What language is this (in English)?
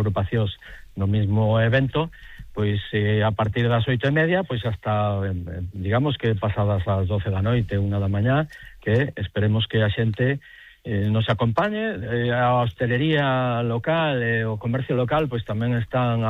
Galician